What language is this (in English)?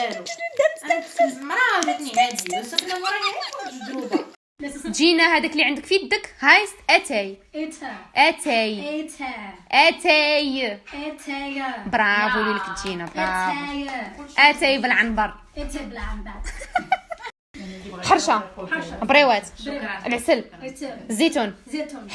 Moroccan Arabic